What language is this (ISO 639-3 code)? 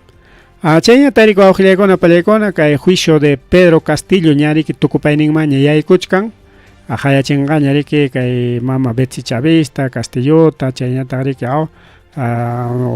quy